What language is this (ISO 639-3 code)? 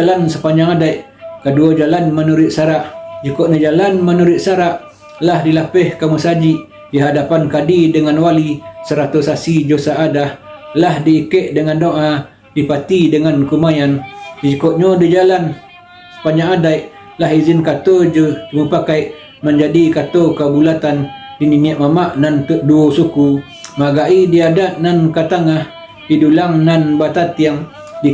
min